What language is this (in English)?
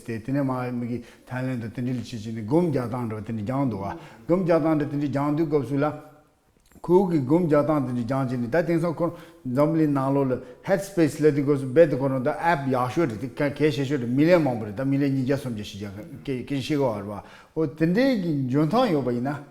Tibetan